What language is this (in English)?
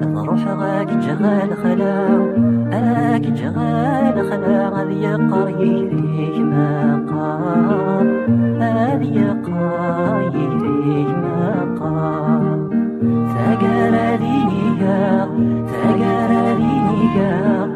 Kabyle